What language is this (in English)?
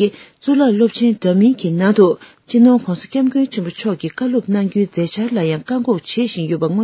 Tibetan